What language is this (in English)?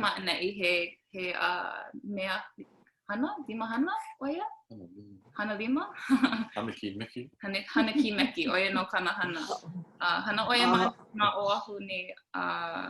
Hawaiian